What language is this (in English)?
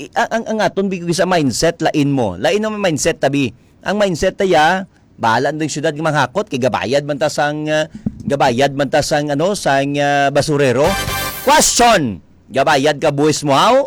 Hiligaynon